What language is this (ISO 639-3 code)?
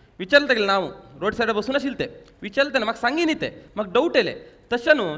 kok